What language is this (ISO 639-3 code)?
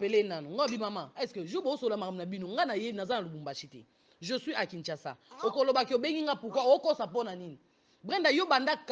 lin